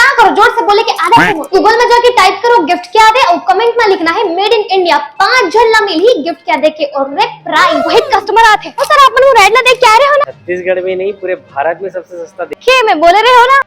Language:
Chhattisgarhi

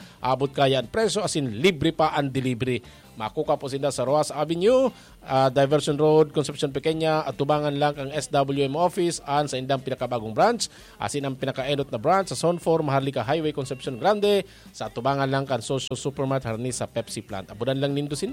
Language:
Bikol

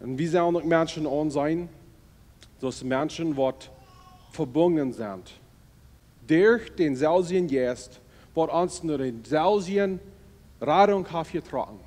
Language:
Plautdietsch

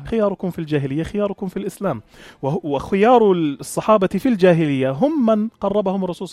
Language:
North Levantine Arabic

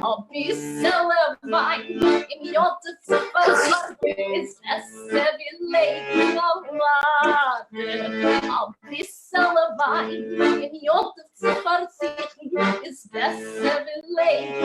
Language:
Yiddish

